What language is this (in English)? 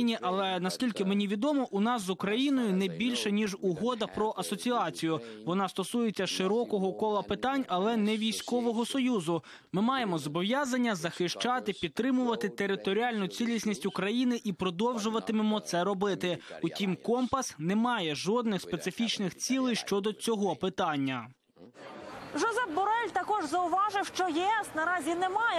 Ukrainian